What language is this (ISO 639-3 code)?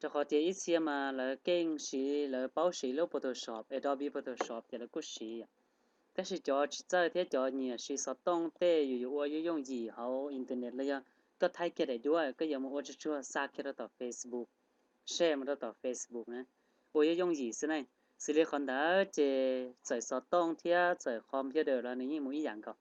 hmn